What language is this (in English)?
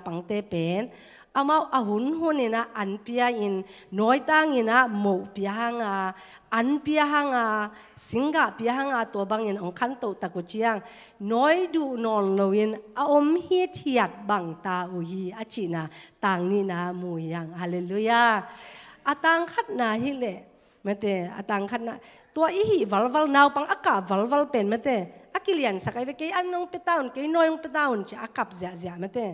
Tedim Chin